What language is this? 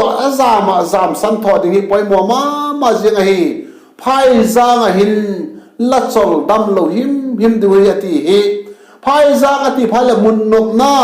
Vaiphei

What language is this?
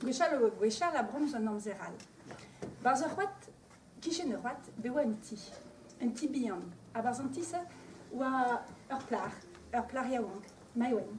Breton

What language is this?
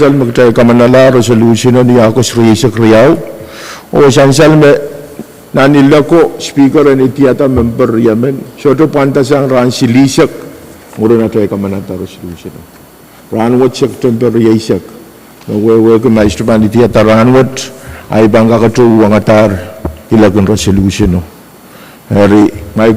Pohnpeian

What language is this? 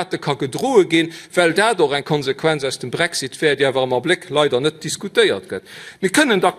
Luxembourgish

